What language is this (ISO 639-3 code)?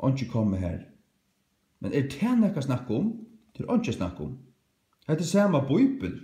fao